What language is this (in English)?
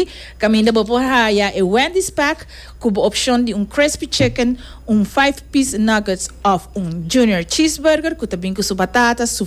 Papiamento